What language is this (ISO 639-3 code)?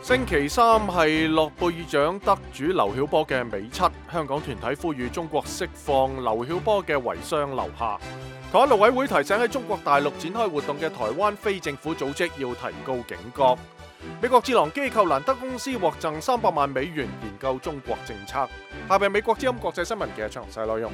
yue